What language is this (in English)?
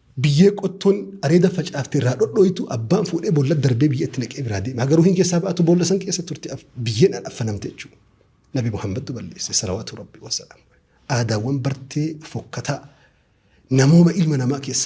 Oromo